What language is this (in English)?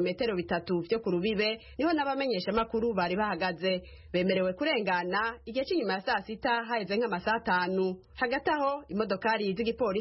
Kinyarwanda